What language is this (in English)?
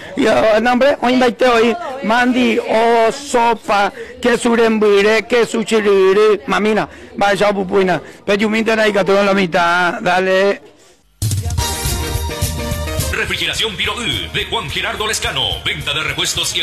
Spanish